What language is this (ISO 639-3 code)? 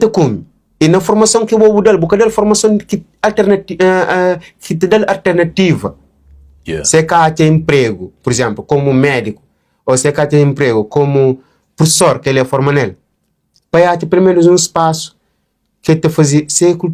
kea